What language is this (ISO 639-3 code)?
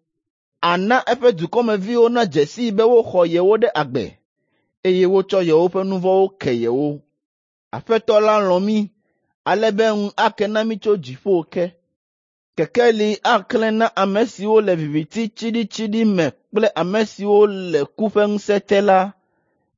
ewe